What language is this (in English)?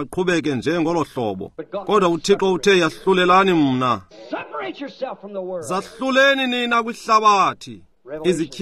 Xhosa